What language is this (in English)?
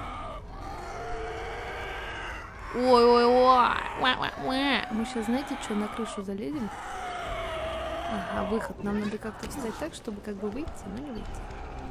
Russian